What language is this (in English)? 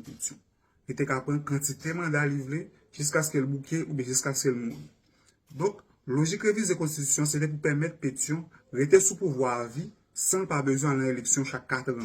Haitian Creole